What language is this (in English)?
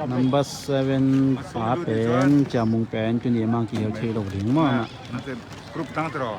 Tedim Chin